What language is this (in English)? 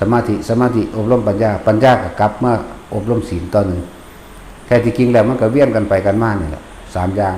Northeastern Thai